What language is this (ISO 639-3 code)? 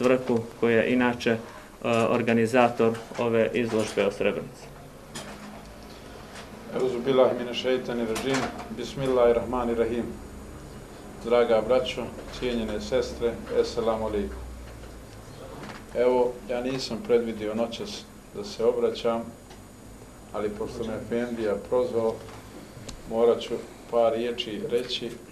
bos